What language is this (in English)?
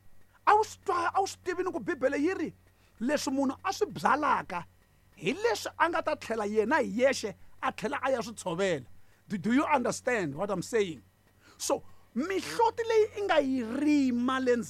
Tsonga